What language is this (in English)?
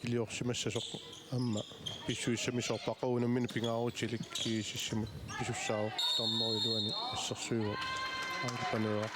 Kalaallisut